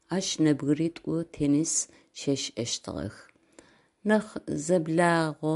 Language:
Adyghe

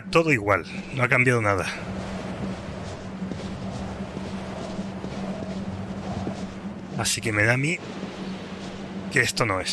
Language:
Spanish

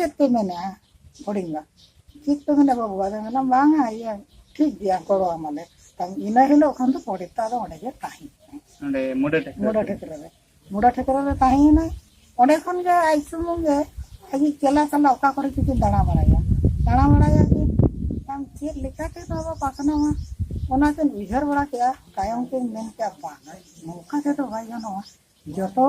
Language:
Santali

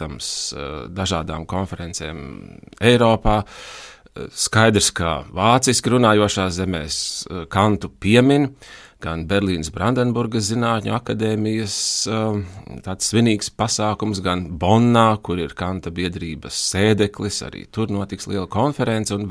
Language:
Latvian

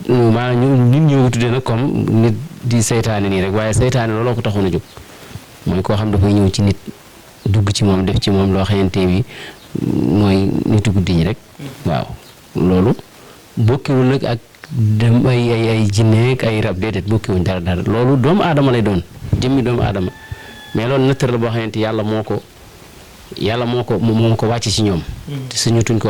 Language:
Wolof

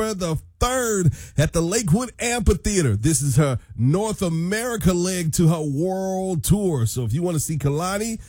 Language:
English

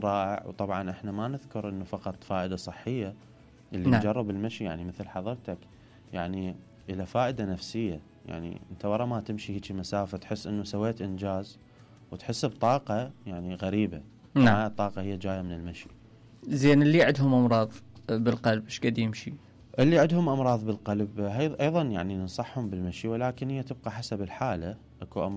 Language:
Mesopotamian Arabic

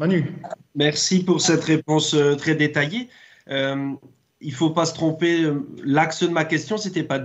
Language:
French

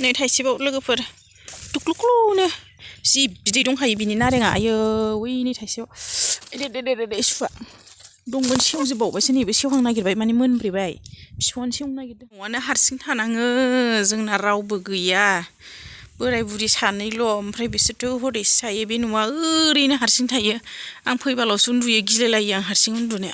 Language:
Bodo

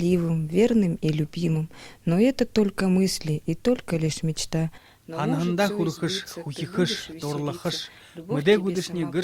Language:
Buriat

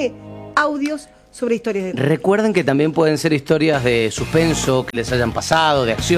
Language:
Spanish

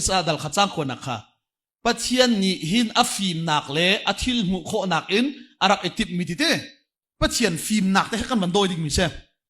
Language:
Hakha Chin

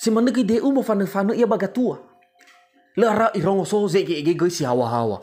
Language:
Nias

